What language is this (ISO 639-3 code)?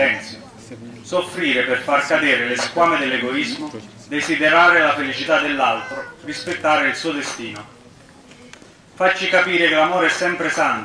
ita